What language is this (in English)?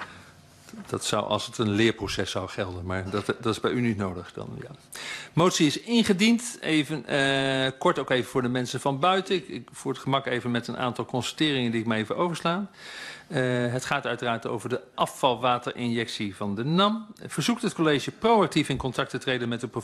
Dutch